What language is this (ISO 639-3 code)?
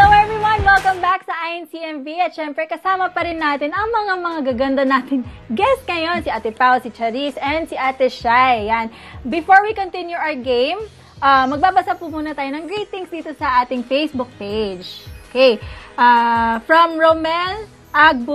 fil